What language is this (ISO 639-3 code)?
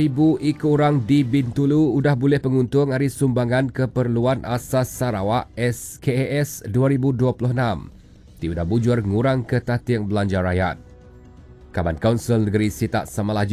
iba